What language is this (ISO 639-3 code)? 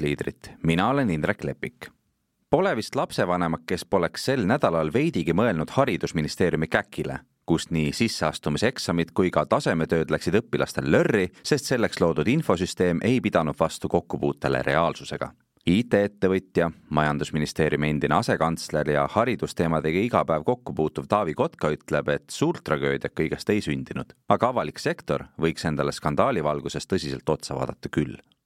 est